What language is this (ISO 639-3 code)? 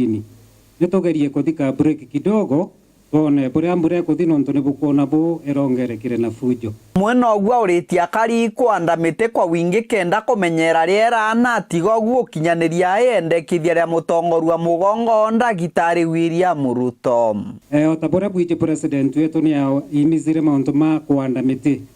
mer